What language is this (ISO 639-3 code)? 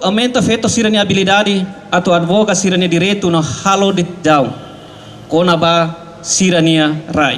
tet